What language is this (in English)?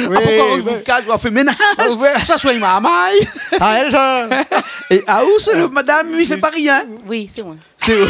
Réunion Creole French